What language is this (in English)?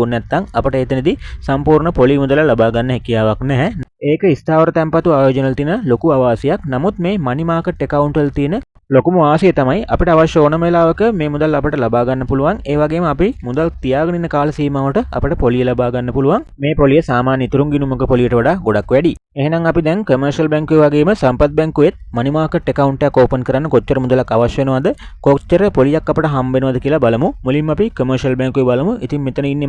Sinhala